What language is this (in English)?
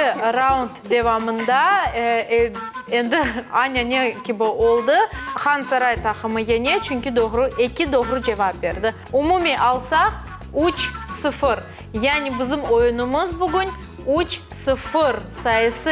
Crimean Tatar